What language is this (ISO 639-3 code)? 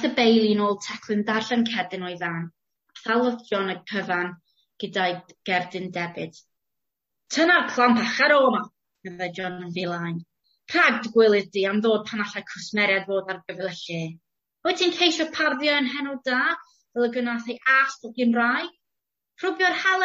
cym